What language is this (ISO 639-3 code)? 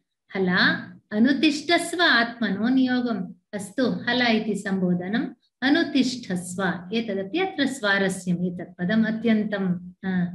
san